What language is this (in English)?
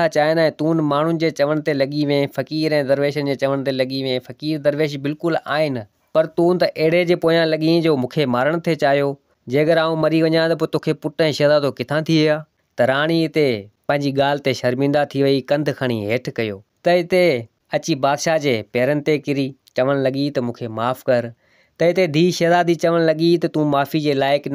Sindhi